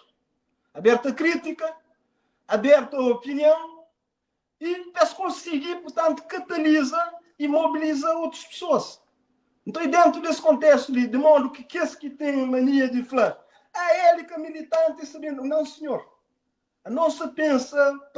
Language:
Kabuverdianu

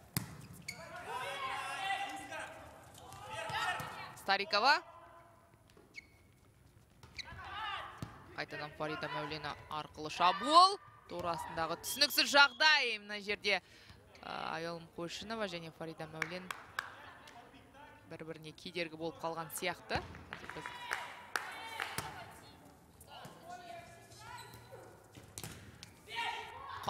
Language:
Kazakh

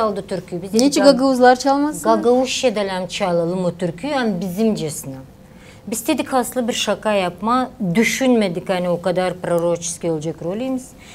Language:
Gagauz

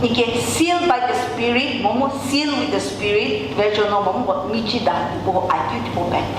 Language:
Sumi Naga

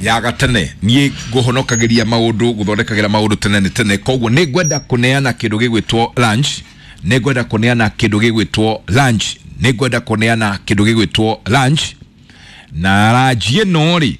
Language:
Kikuyu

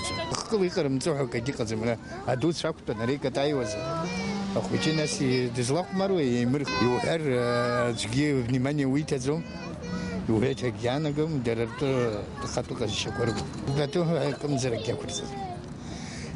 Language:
Abkhazian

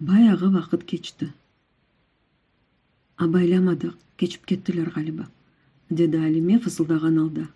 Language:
Crimean Tatar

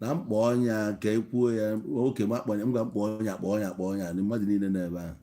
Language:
Igbo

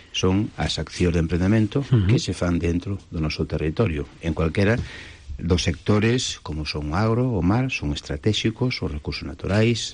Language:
Galician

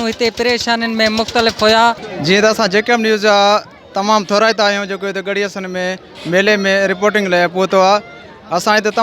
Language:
Sindhi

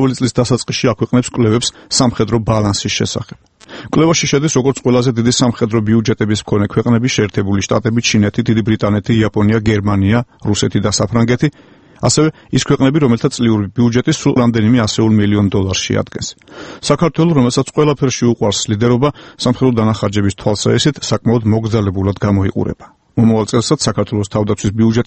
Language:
Georgian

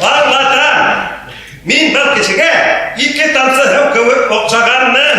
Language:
Bashkir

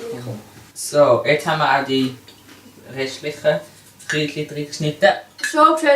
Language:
Swiss German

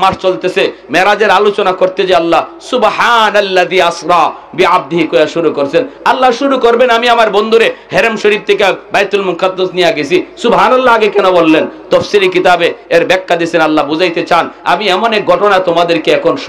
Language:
Sylheti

